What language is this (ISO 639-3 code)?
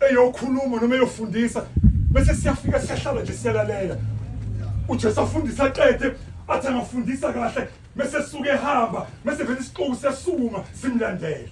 zul